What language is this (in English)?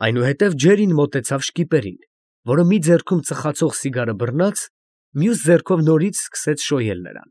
Armenian